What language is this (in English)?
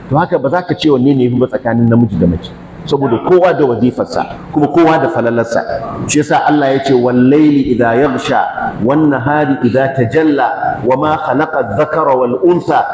Hausa